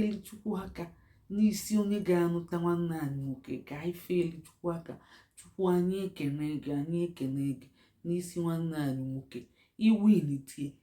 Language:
Igbo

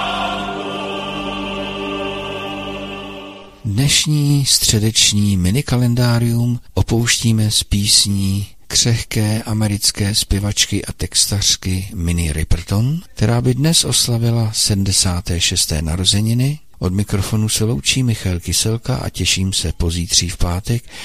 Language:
Czech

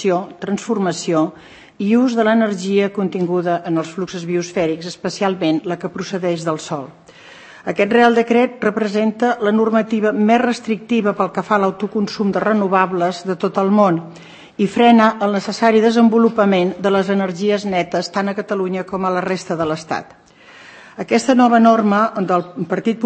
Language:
Catalan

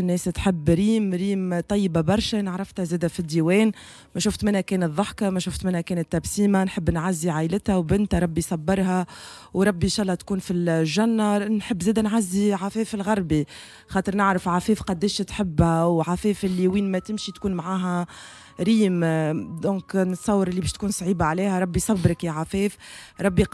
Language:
Tunisian Arabic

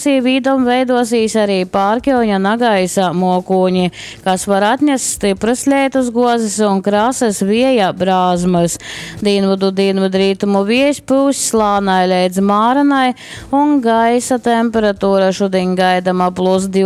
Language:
Latgalian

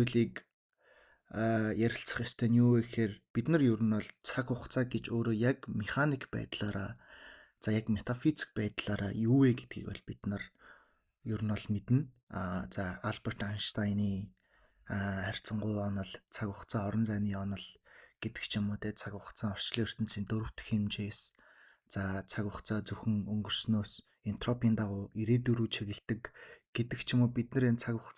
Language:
Mongolian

